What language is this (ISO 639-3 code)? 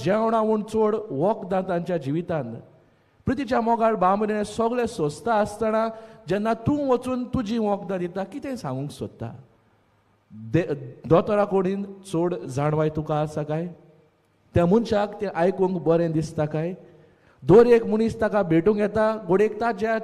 kok